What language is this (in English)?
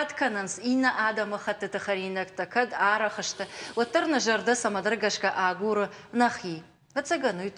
Ossetic